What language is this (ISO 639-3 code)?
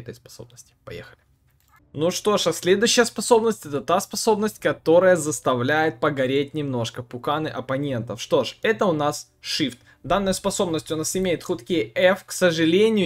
rus